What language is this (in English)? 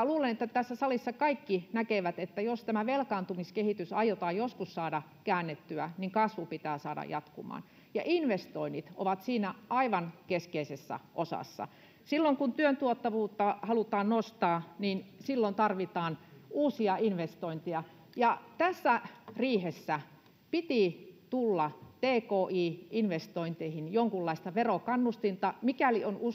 Finnish